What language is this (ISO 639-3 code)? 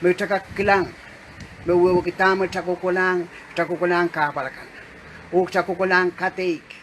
pon